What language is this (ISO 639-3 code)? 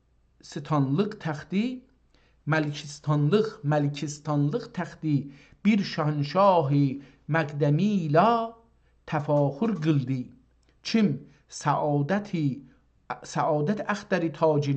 azb